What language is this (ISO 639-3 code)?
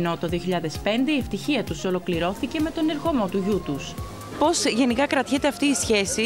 ell